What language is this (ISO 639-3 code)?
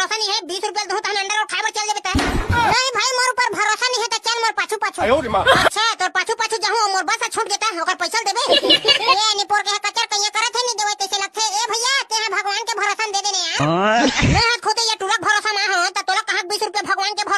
hne